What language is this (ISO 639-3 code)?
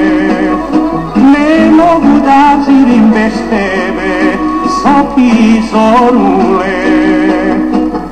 srp